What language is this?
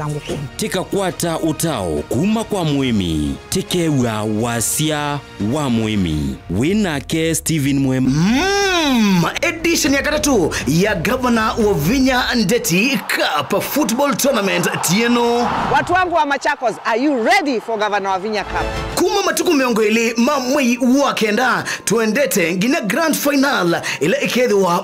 Kamba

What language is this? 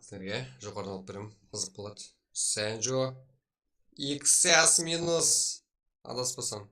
Kara-Kalpak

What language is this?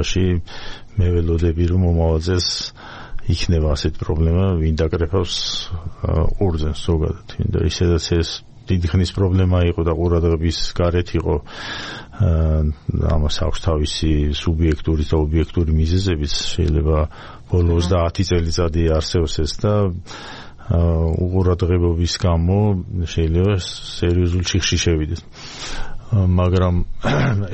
Georgian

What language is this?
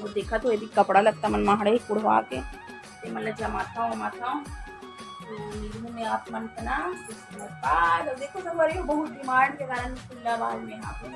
Chhattisgarhi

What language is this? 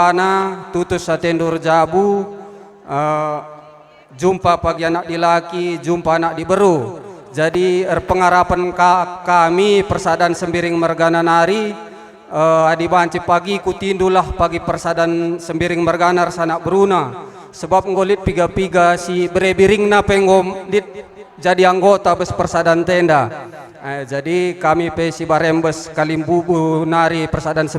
Batak Karo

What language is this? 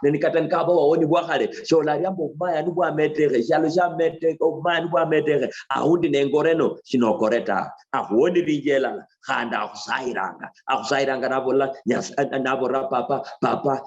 Luyia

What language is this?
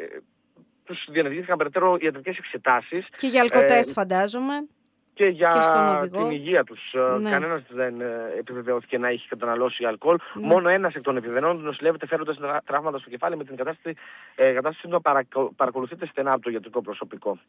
Greek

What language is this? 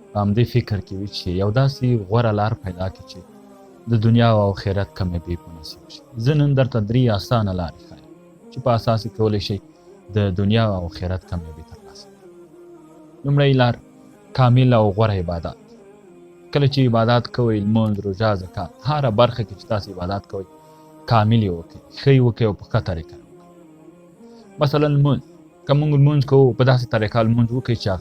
Pashto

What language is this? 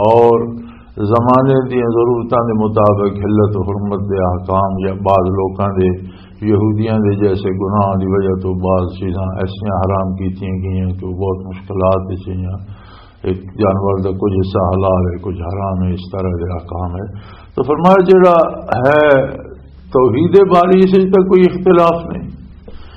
Western Panjabi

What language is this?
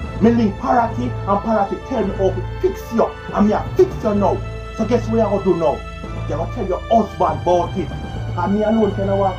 Jamaican Creole English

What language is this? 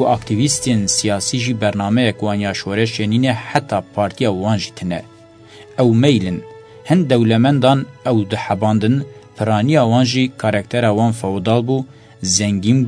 Kurdish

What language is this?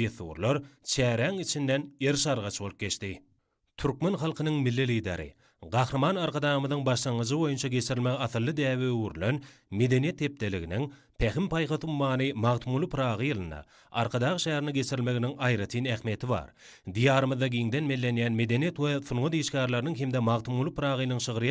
Turkmen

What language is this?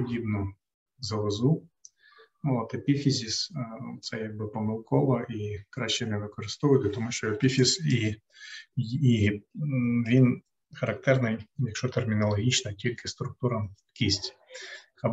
Ukrainian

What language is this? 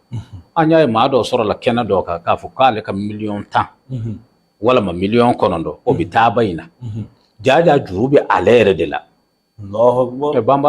Bambara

